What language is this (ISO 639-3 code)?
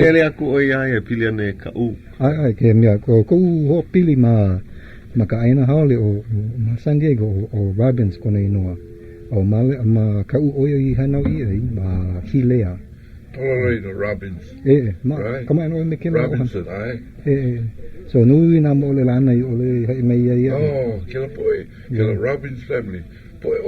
haw